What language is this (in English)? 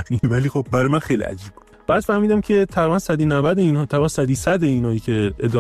Persian